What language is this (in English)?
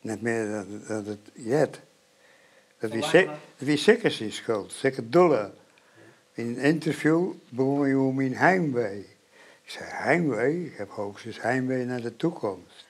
Western Frisian